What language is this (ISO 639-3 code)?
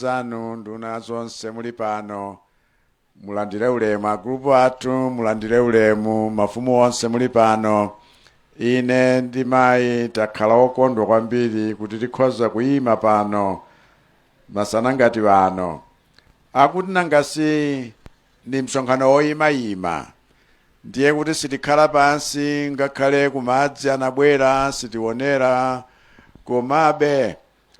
nya